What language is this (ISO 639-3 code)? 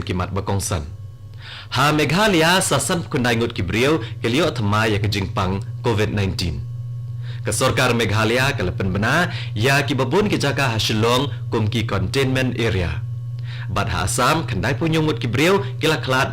kha